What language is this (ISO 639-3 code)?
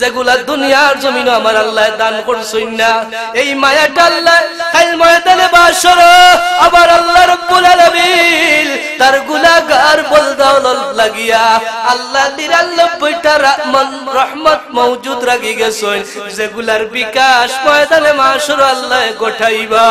syl